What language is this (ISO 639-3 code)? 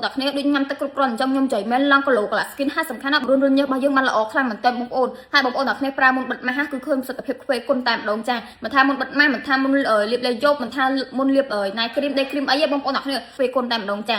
khm